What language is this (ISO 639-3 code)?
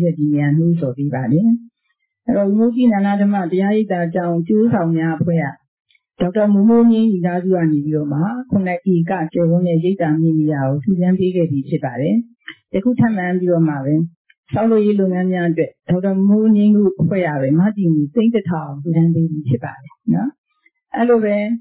mya